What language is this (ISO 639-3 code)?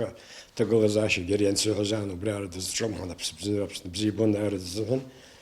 abk